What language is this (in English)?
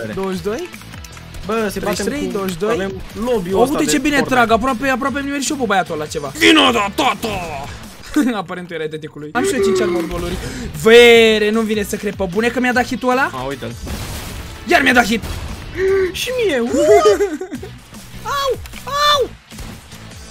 Romanian